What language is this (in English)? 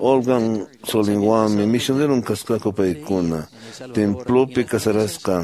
Quechua